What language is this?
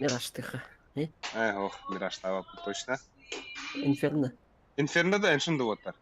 Yakut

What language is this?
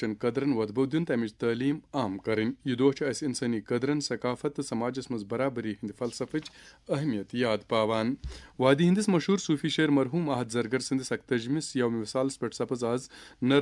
Kashmiri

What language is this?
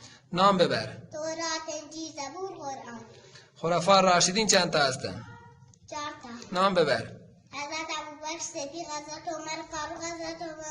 Tajik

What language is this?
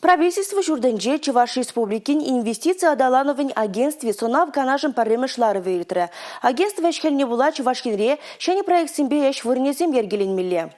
Chuvash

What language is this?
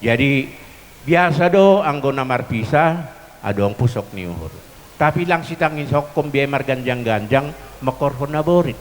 Batak Simalungun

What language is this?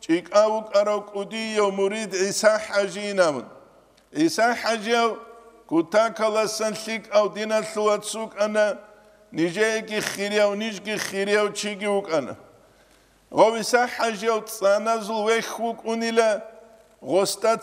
Avaric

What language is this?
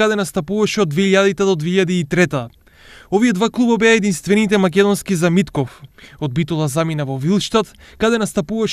Macedonian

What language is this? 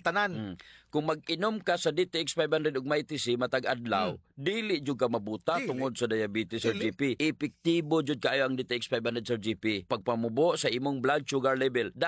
Cebuano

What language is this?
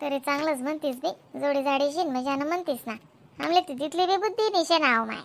Khandesi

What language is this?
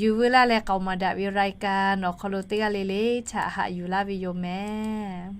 Lahu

